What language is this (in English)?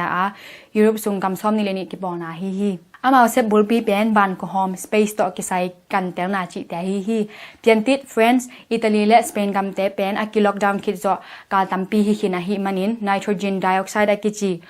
Tedim Chin